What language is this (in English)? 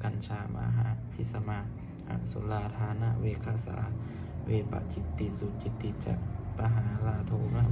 Pali